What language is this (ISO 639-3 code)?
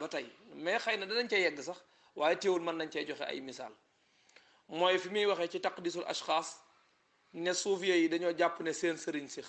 wol